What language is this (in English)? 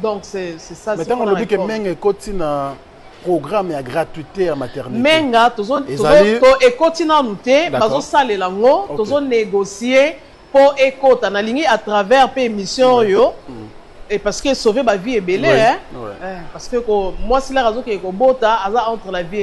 Lingala